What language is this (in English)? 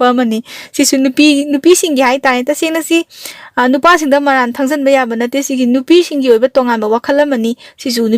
Manipuri